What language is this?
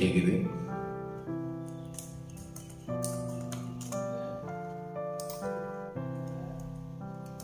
Tamil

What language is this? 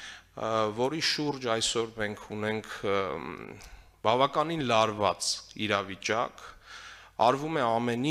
Armenian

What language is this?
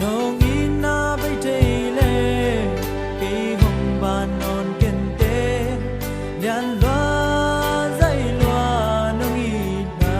Paite Chin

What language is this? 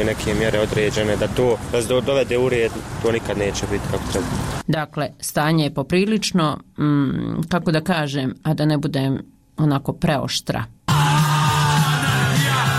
Croatian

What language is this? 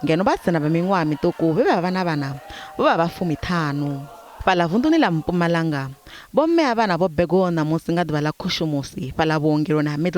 Venda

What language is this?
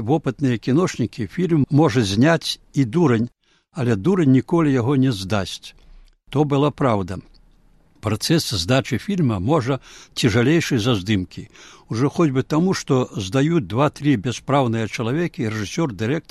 Belarusian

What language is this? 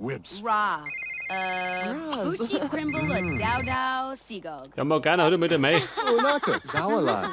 Bavarian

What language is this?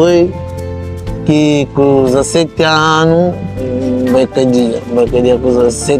Kabuverdianu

